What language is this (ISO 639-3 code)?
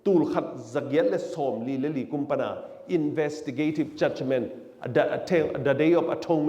ctd